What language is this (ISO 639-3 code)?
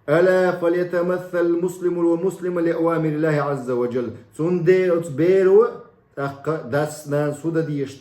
che